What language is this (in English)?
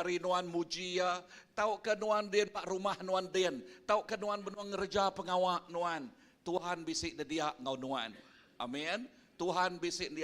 Iban